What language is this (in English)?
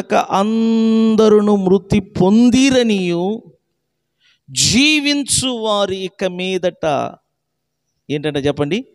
Telugu